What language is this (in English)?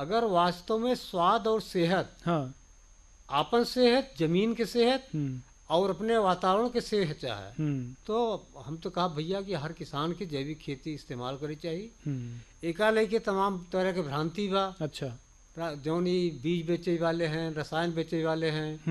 Bhojpuri